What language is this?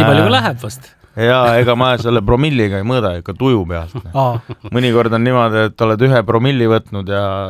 Estonian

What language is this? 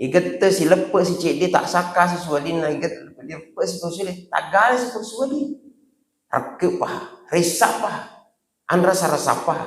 Buginese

